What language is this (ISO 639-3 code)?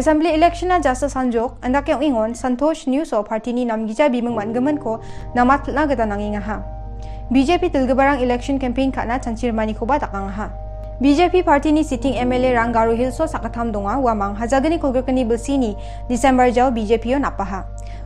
grt